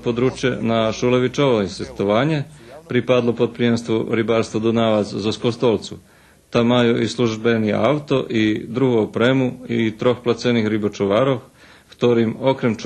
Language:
Rusyn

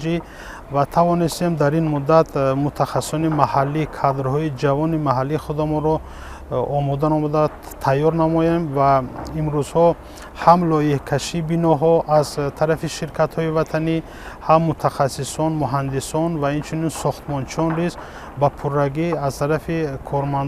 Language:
Tajik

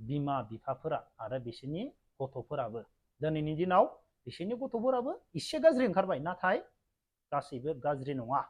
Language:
Bodo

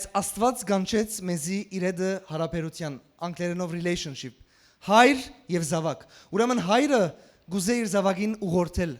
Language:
Western Armenian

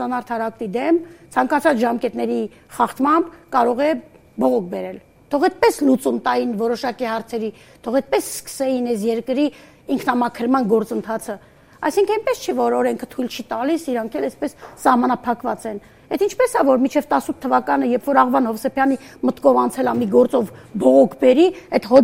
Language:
Armenian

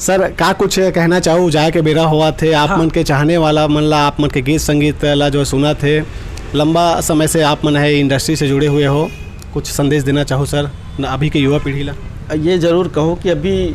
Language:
Chhattisgarhi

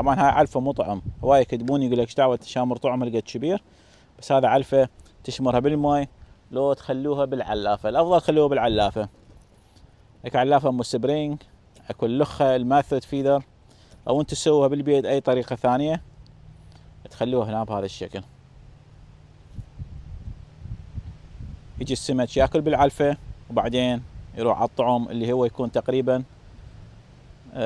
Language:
Mesopotamian Arabic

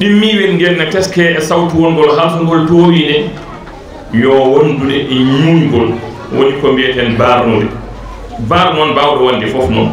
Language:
Fula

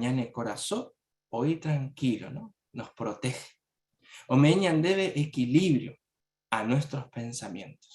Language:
Guarani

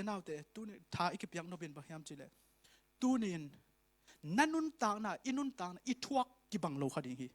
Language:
Tedim Chin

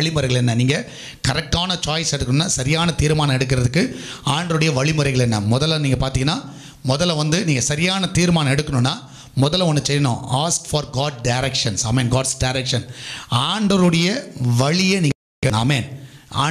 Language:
Tamil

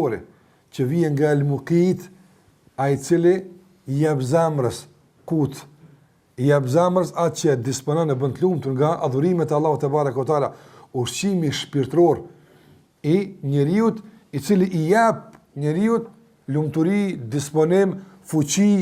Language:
Albanian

